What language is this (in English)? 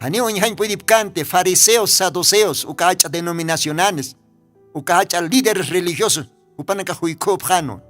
Aymara